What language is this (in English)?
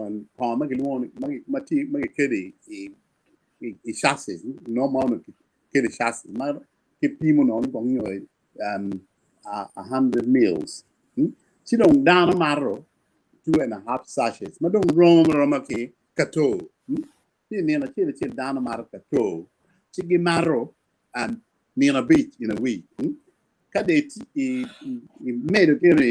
Acoli